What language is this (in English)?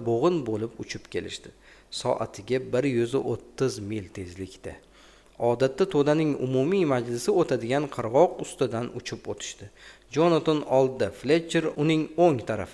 Uzbek